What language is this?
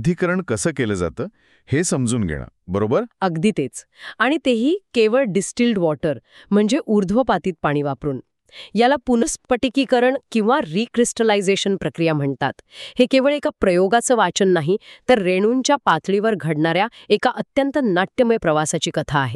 Marathi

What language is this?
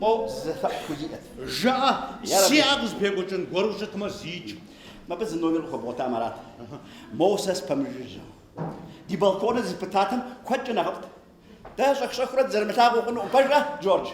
Kabardian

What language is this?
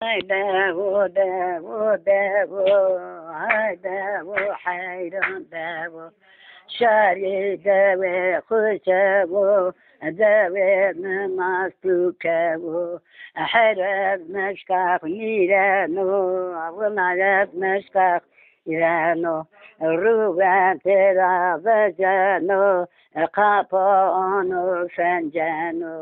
Zaza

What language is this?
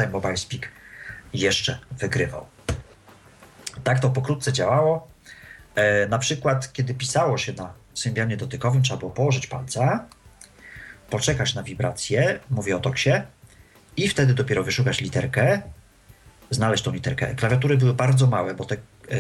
Polish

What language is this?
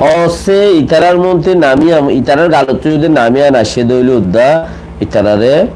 Rohingya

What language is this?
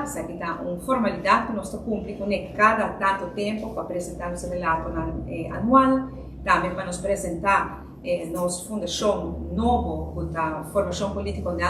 Papiamento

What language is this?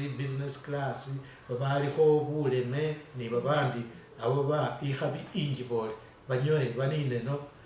Masaaba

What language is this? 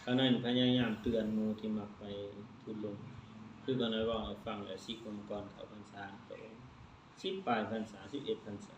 Lao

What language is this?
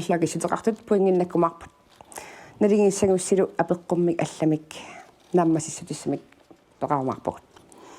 Kalaallisut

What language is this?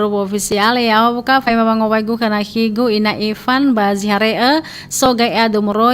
Nias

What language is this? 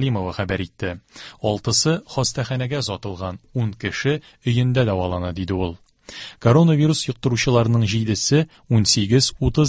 Tatar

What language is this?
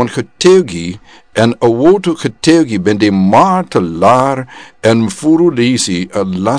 Sranan Tongo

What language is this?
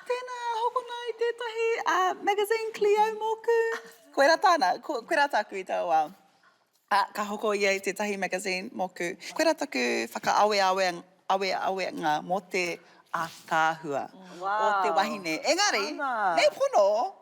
Māori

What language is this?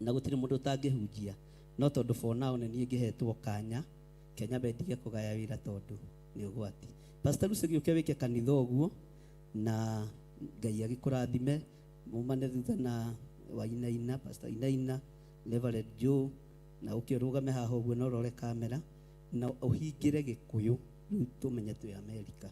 Kikuyu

